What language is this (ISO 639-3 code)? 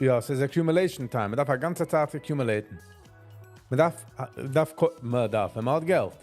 yid